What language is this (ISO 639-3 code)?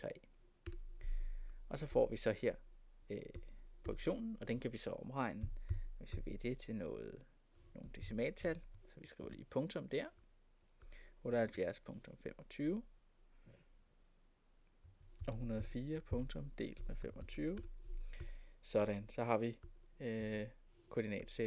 dan